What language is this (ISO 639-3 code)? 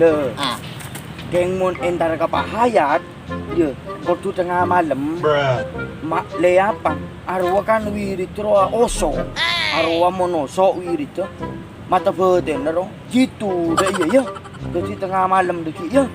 mad